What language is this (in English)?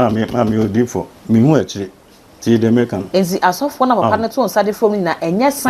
Akan